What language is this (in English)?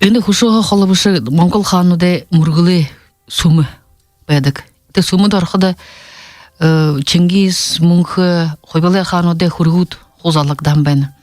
Buriat